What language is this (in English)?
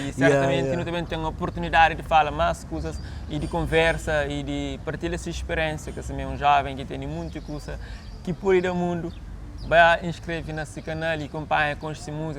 Kabuverdianu